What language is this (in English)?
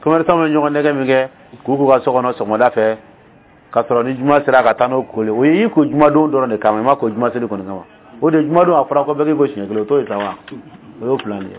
Dyula